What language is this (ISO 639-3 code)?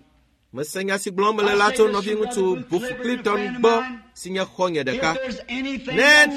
ewe